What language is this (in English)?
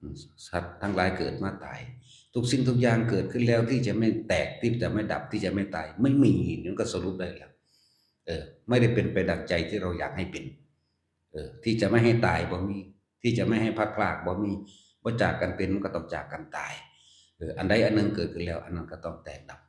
Northeastern Thai